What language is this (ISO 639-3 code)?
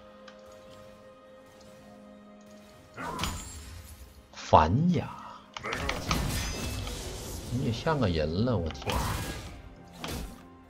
zho